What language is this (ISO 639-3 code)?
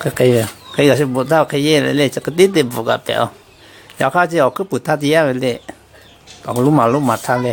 lhu